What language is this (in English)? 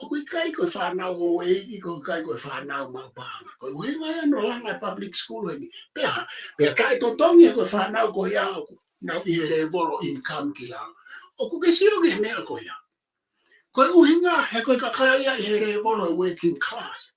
Tongan